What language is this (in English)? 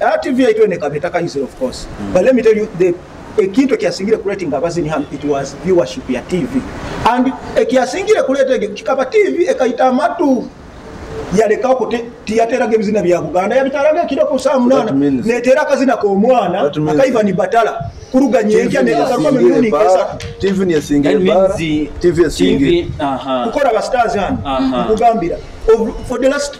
Nyoro